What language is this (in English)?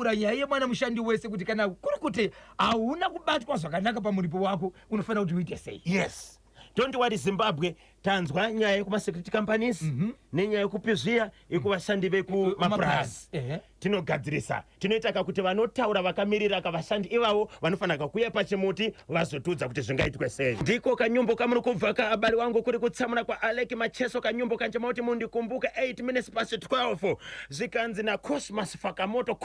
Shona